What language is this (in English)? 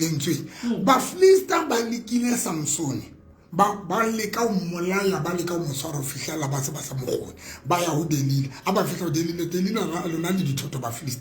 Southern Sotho